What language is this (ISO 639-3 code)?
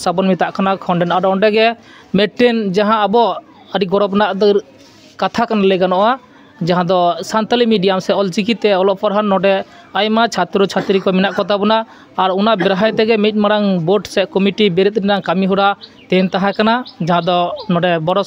sat